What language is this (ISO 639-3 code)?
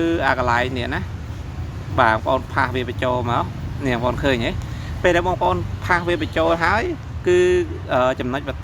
khm